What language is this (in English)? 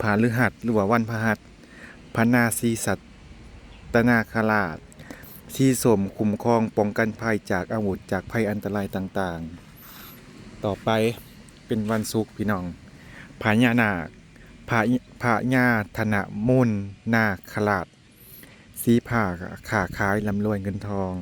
Lao